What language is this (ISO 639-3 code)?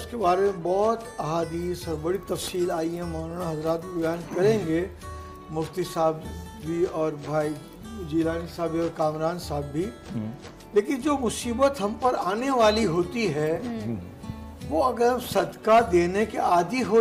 urd